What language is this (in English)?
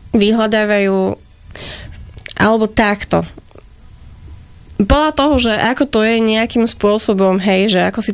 Slovak